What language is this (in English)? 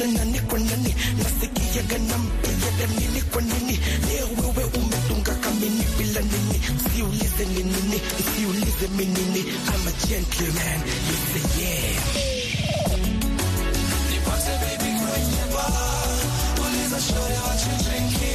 Swahili